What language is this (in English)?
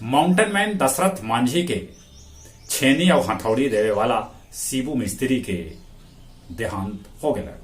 Magahi